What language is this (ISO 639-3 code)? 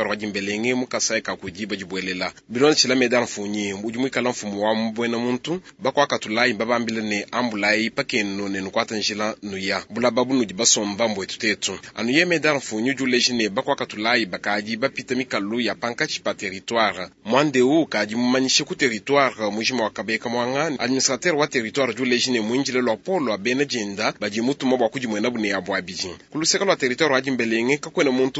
lua